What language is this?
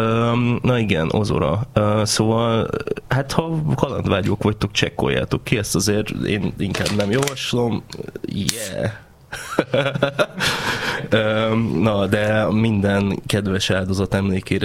Hungarian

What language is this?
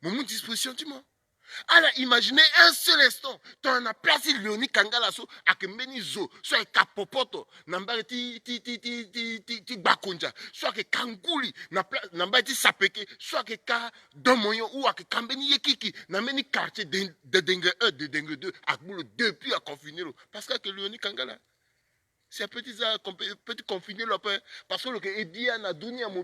Sango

